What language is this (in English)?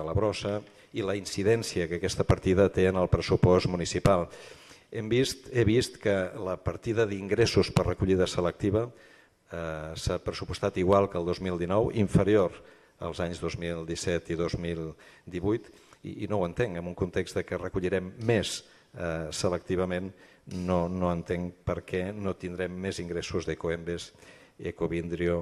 Catalan